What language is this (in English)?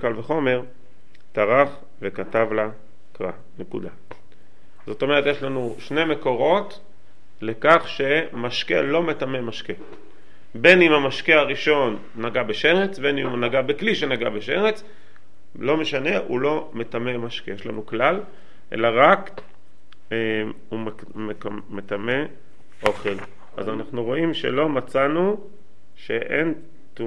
Hebrew